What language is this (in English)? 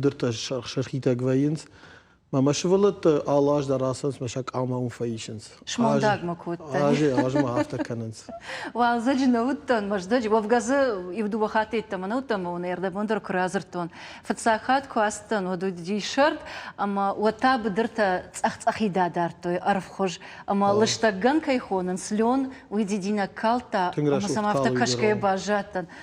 Ossetic